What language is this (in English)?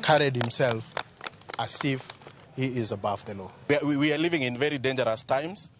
Luo (Kenya and Tanzania)